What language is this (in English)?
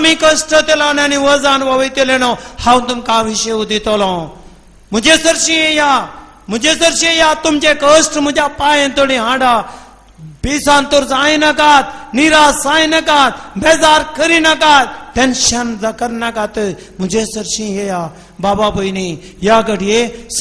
Konkani